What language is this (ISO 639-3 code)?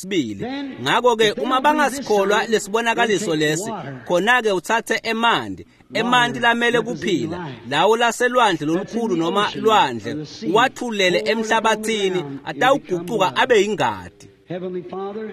ssw